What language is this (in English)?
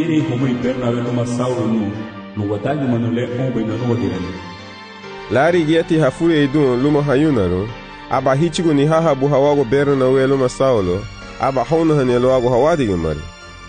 Garifuna